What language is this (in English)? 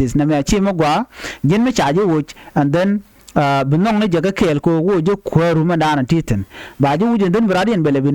Nuer